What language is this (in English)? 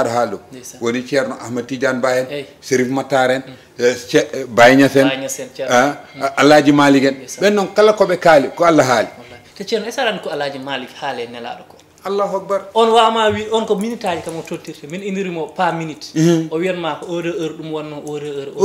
Fula